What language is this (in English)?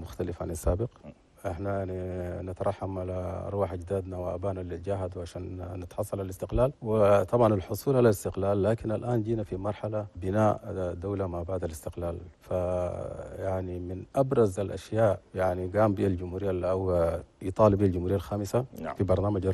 Chadian Arabic